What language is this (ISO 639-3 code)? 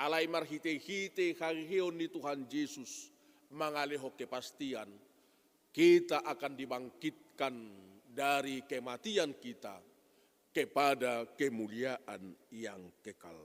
bbc